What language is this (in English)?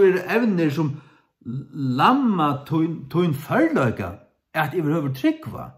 Faroese